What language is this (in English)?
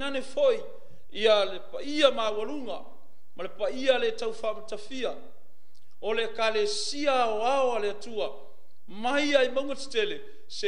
Samoan